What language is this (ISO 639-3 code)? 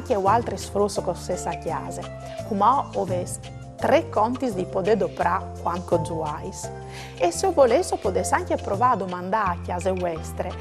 fur